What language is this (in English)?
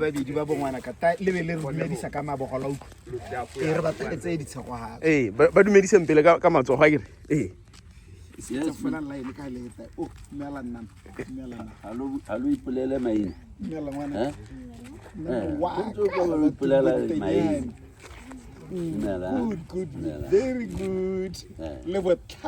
Tswana